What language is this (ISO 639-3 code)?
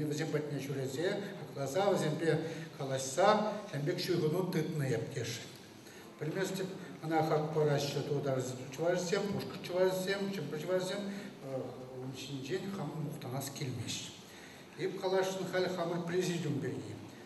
chv